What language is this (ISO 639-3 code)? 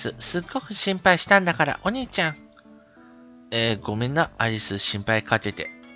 jpn